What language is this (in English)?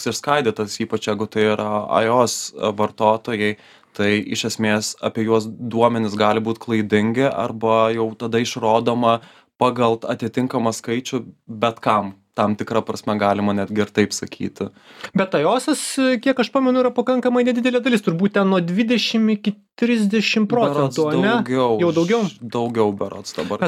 Lithuanian